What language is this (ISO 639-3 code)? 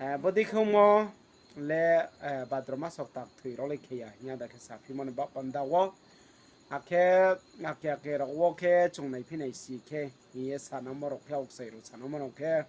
ria